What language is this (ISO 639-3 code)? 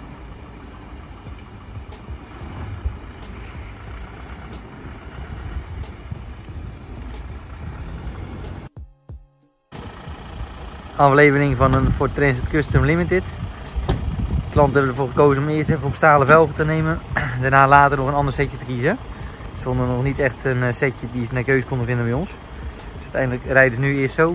nld